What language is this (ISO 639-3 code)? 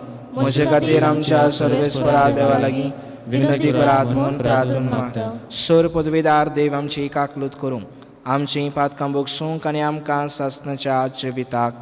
kok